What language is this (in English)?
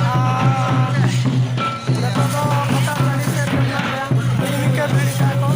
Santali